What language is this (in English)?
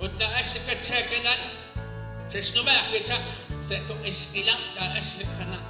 Kekchí